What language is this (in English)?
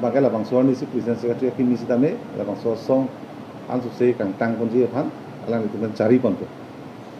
Karbi